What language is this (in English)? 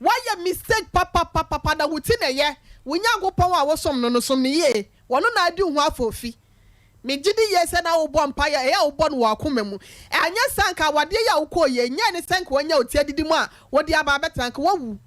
Akan